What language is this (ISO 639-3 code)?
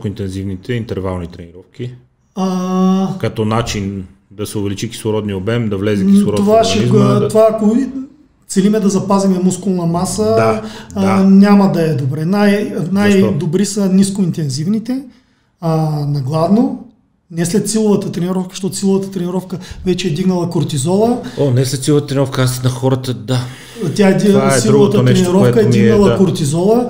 bul